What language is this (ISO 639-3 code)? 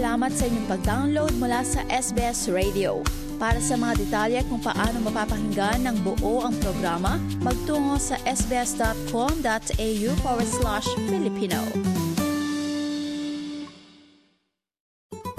fil